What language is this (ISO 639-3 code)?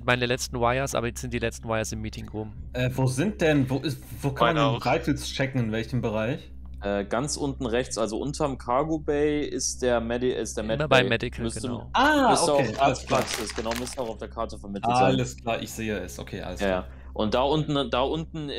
deu